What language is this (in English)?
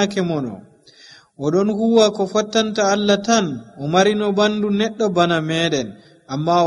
Nigerian Fulfulde